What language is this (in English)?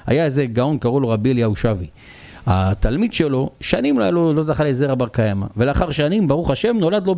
Hebrew